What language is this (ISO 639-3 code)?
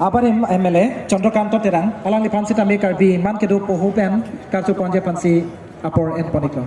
mjw